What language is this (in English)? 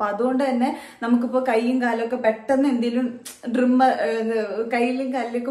Malayalam